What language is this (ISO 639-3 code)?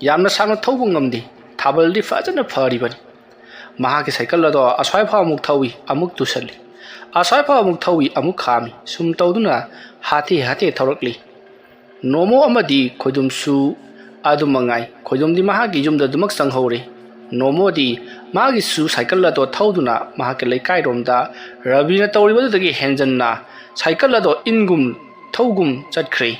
mni